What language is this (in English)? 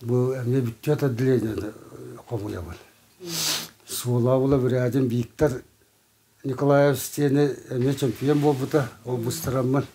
Yakut